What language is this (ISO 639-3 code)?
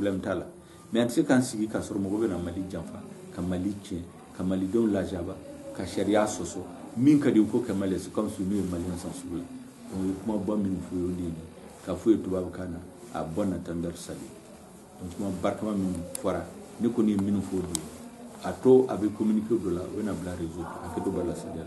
bam